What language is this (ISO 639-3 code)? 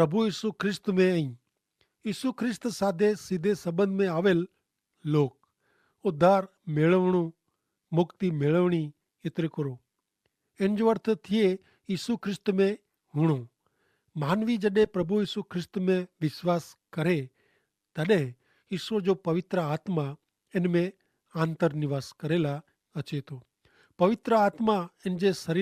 kfr